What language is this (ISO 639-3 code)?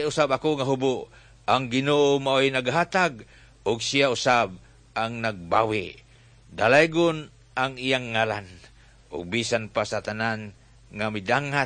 ceb